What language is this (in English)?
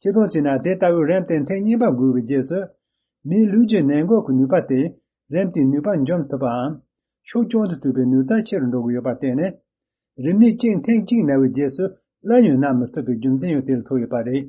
Tibetan